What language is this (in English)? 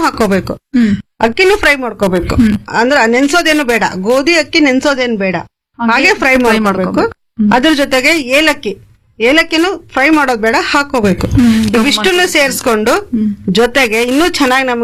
Kannada